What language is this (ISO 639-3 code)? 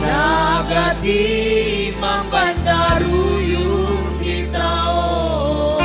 bts